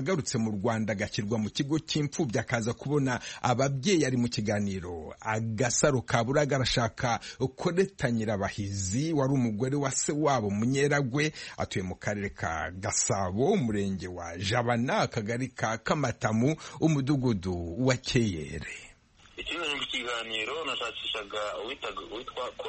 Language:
Kinyarwanda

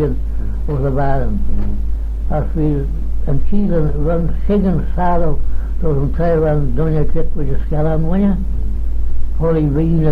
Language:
Manx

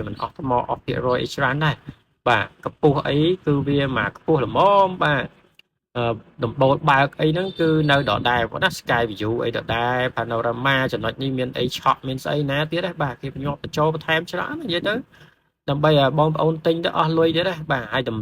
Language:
Khmer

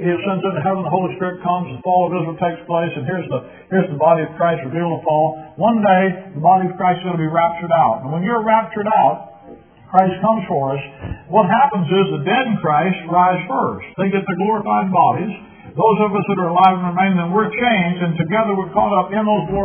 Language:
English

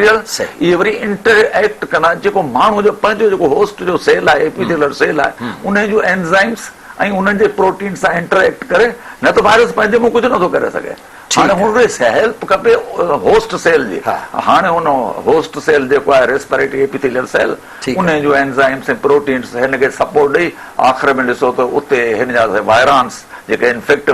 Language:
Sindhi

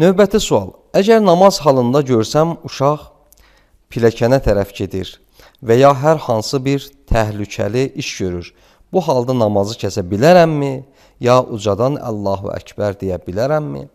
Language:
Azerbaijani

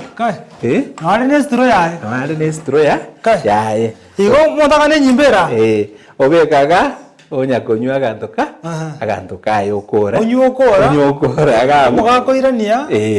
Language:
Gusii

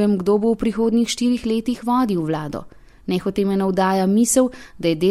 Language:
Slovenian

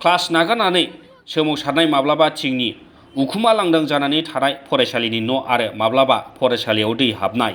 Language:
Bodo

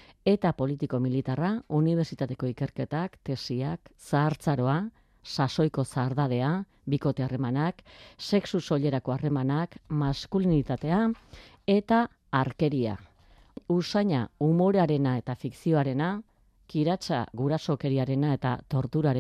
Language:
Basque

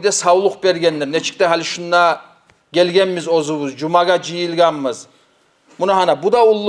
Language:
Kumyk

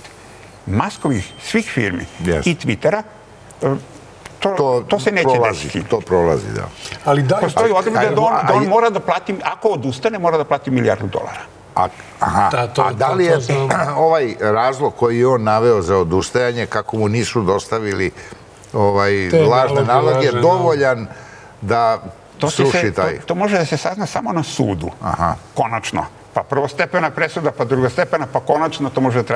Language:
Serbian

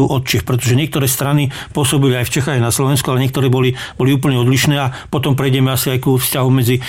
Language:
Slovak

